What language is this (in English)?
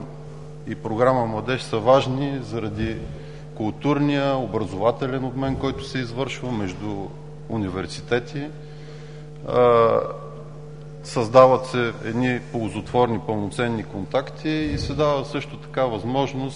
Bulgarian